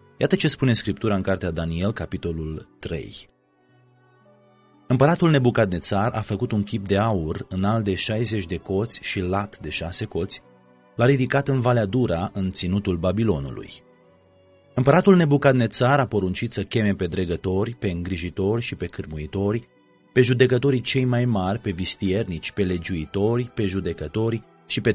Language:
Romanian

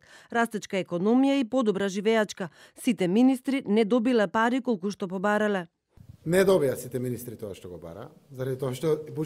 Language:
Macedonian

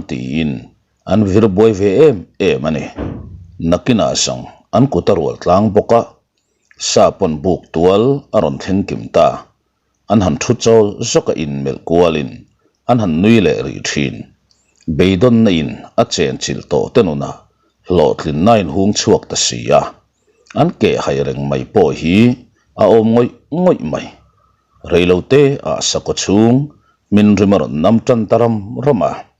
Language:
Mizo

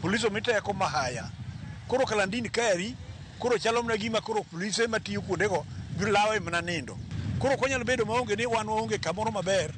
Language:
Luo (Kenya and Tanzania)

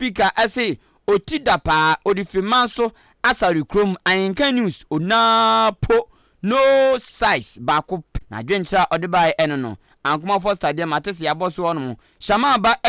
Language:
Akan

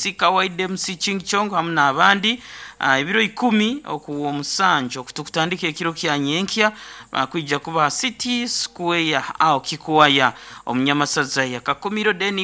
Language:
Nyoro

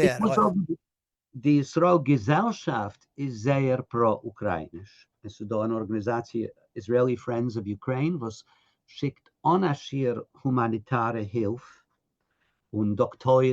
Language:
Yiddish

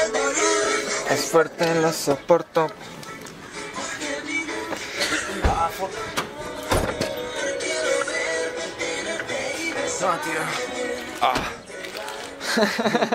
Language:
Spanish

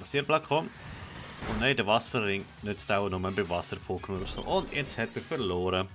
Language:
Swiss German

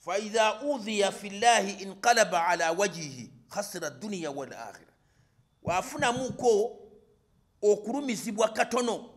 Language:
Ganda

